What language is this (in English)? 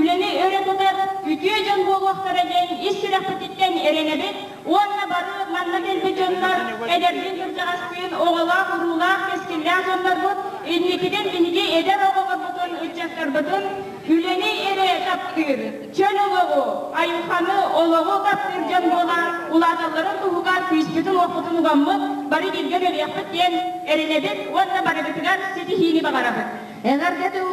Yakut